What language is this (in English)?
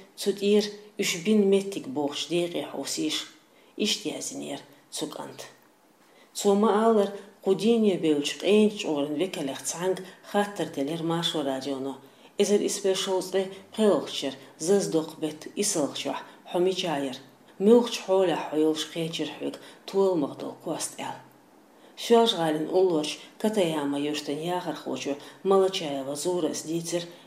Chechen